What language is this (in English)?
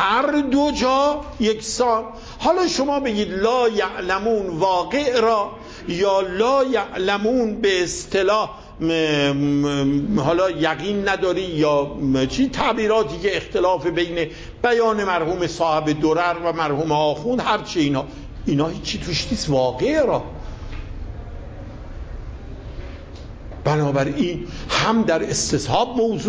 Persian